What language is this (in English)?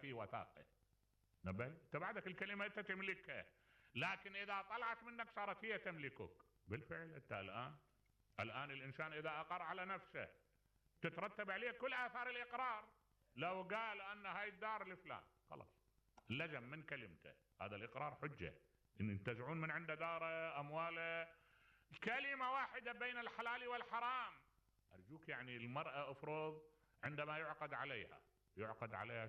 Mesopotamian Arabic